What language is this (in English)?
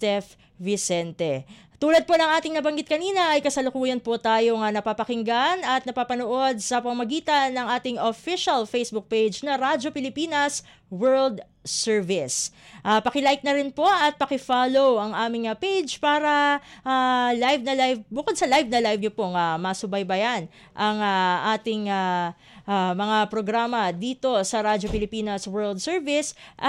Filipino